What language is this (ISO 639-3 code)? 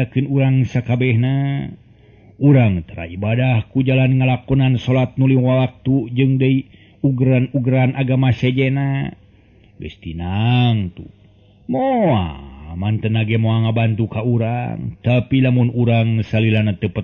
sun